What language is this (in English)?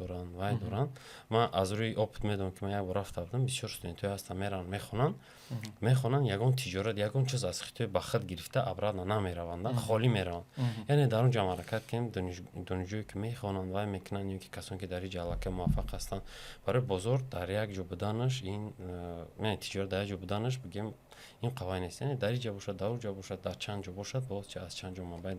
Tajik